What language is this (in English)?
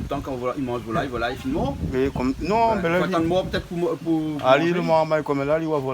Réunion Creole French